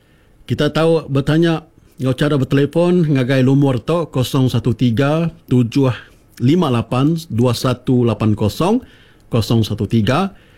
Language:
Iban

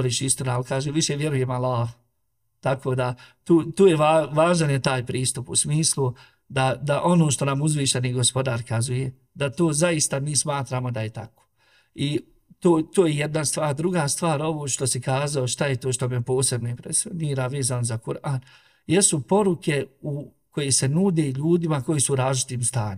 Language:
Bosnian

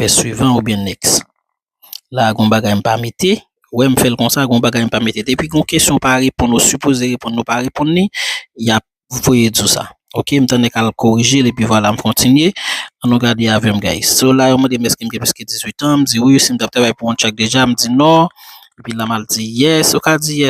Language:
Haitian Creole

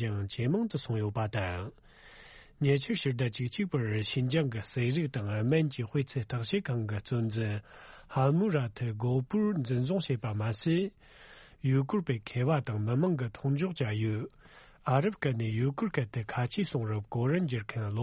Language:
Tibetan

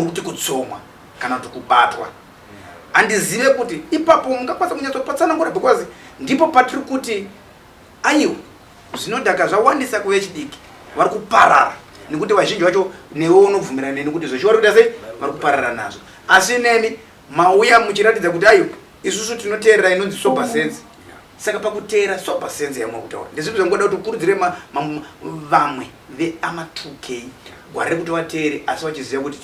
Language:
Shona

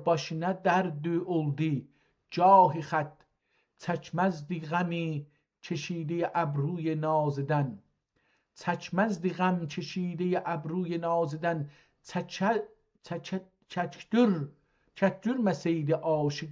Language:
South Azerbaijani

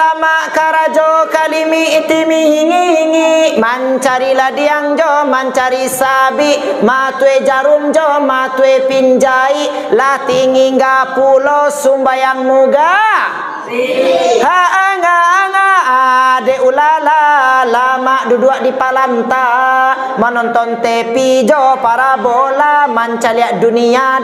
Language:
Minangkabau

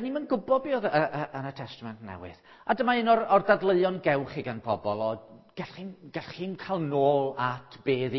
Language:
Welsh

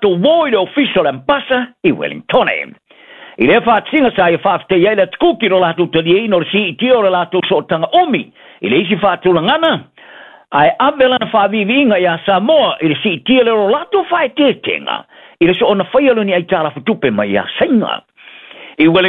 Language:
Samoan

